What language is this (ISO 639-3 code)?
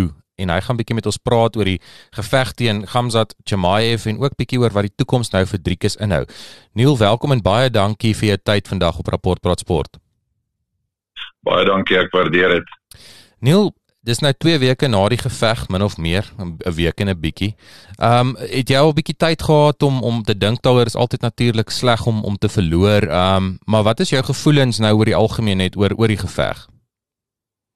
afr